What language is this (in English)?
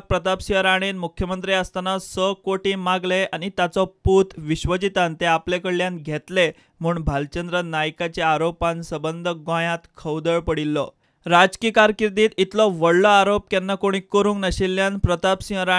Konkani